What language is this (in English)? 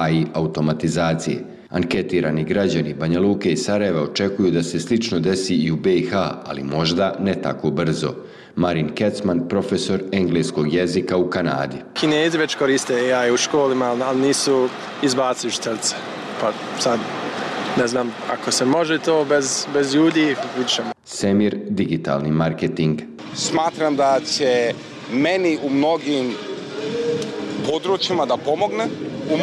Bosnian